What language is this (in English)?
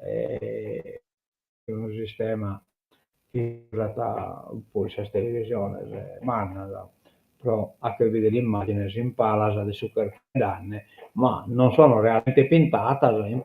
Sardinian